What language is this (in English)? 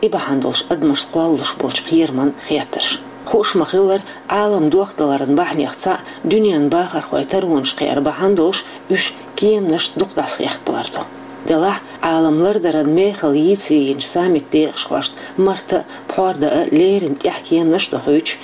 Chechen